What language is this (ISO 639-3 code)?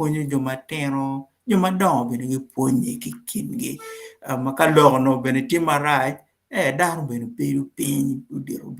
ach